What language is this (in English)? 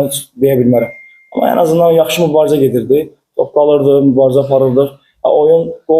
Azerbaijani